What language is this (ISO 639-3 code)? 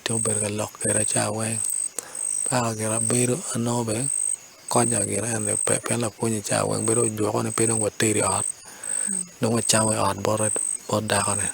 ach